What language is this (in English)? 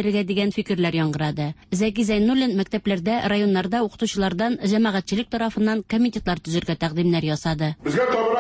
Tatar